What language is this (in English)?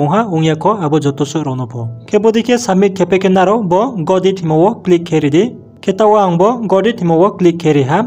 Riang (India)